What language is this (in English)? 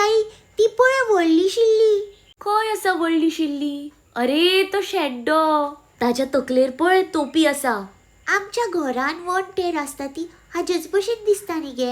Konkani